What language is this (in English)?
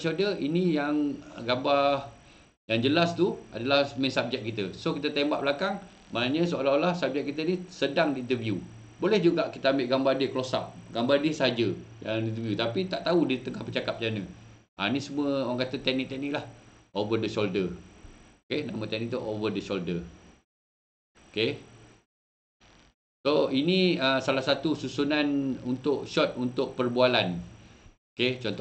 Malay